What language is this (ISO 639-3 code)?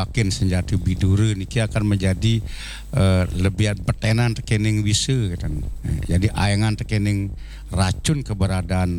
ban